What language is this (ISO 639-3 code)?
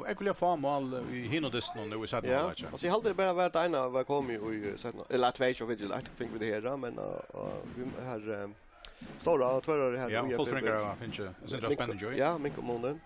fao